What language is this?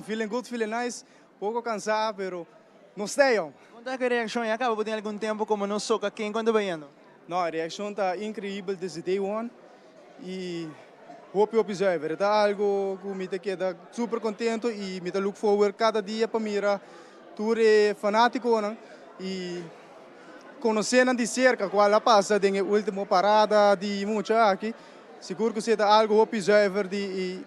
Papiamento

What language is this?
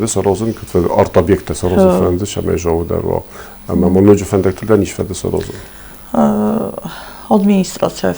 Ossetic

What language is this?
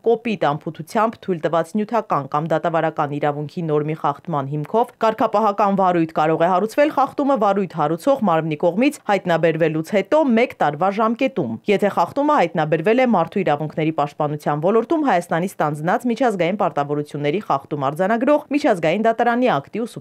Armenian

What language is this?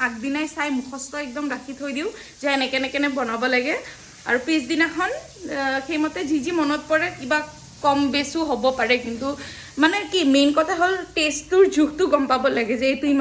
Assamese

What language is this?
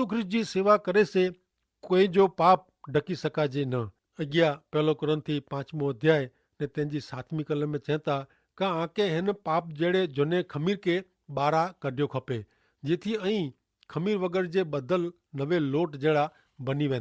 Kachhi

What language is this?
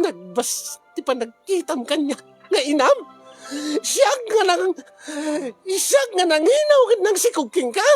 Iloko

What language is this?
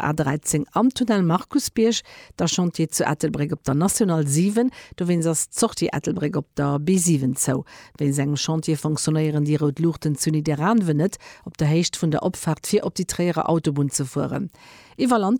Luxembourgish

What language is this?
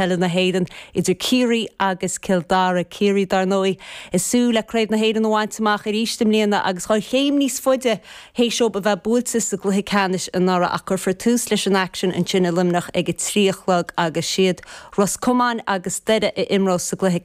Irish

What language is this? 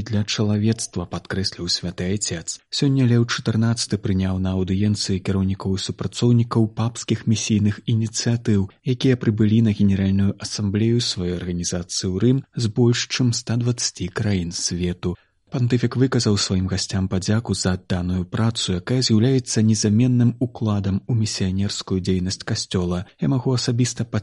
Belarusian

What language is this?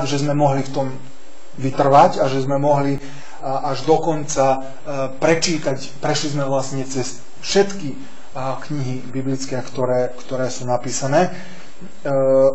Slovak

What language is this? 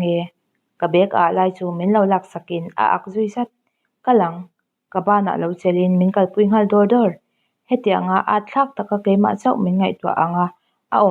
Mizo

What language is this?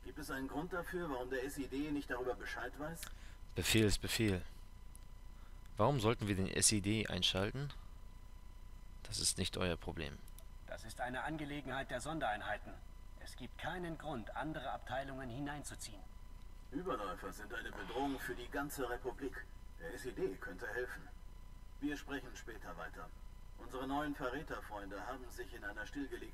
German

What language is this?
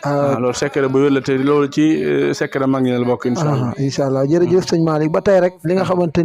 Wolof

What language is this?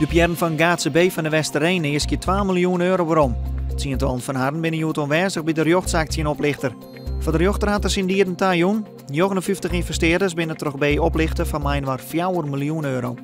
Western Frisian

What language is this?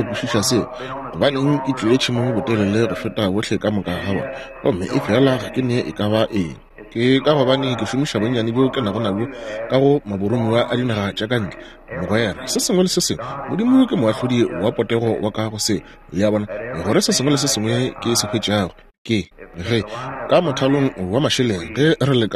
Northern Sotho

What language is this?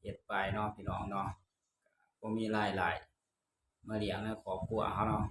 Northeastern Thai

